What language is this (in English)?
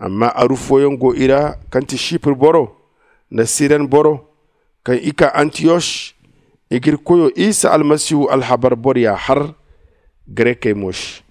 Zarma